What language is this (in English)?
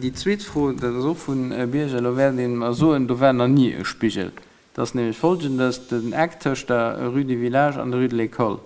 Luxembourgish